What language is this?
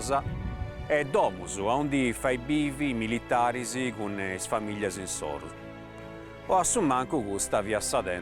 Sardinian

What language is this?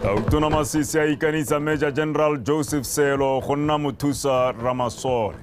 Tswana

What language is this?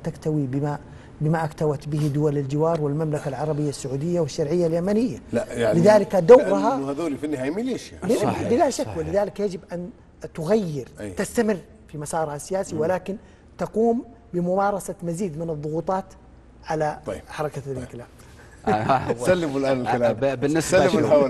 Arabic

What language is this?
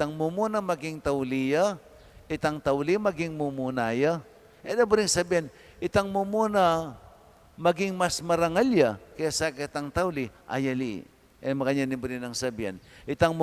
Pampanga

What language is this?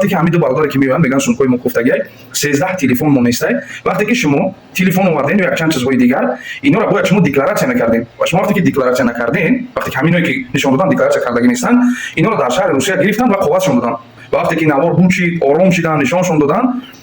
Tajik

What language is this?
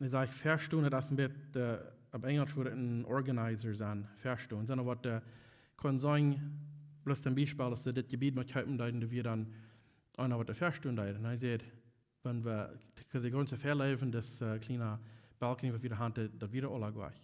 Plautdietsch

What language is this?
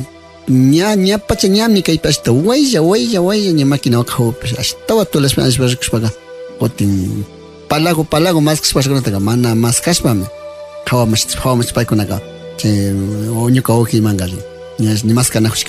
Imbabura Highland Quichua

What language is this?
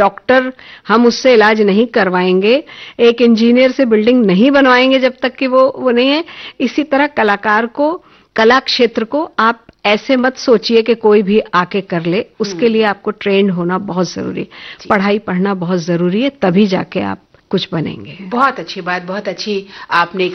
Hindi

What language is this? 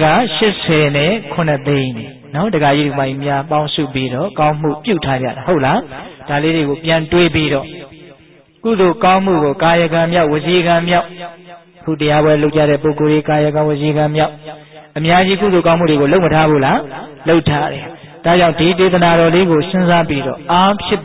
Burmese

